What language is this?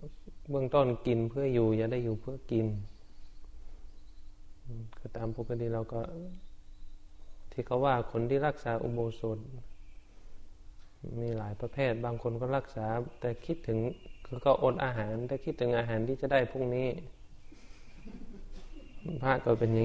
Thai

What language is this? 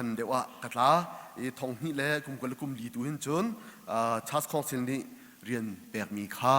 Hakha Chin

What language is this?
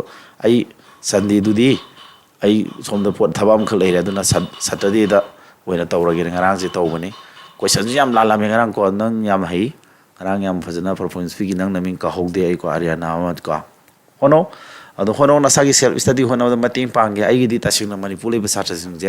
Manipuri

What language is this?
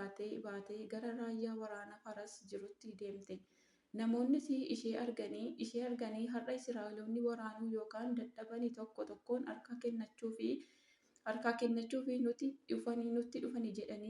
Oromo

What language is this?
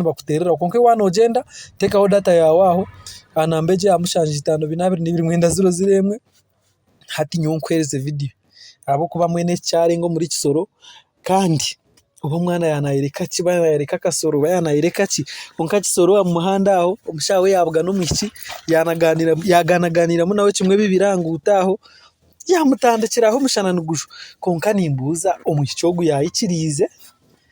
Nyankole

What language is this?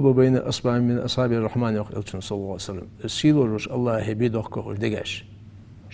Ingush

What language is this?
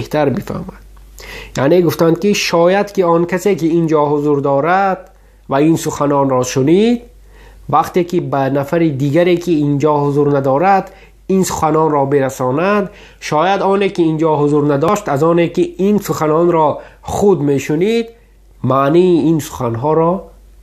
Tajik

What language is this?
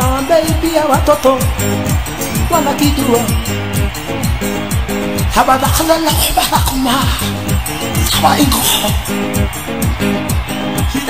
Kikuyu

